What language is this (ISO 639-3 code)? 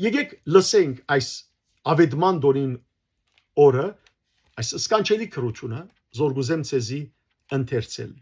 hyw